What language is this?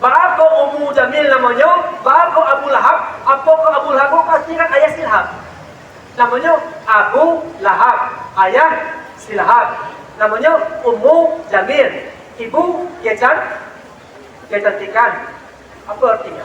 Minangkabau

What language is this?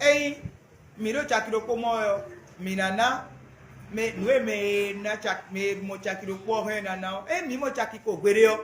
Fon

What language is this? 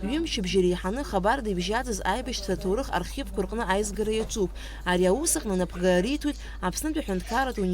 Abkhazian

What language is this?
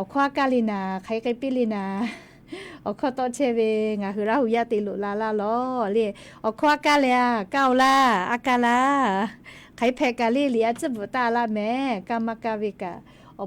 Lahu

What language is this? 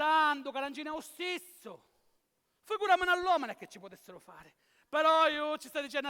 Sicilian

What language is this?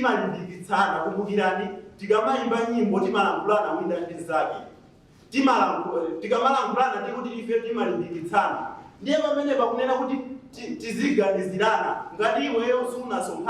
Nyanja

